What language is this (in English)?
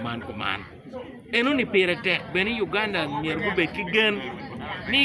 Acoli